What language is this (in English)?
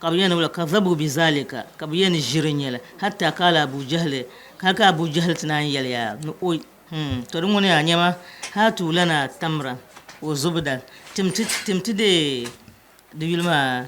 Dagbani